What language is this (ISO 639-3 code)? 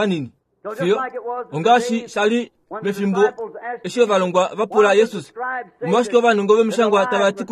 kua